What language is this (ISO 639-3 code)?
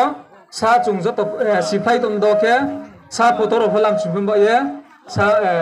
ria